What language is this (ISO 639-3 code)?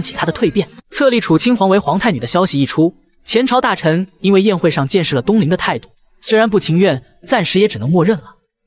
zho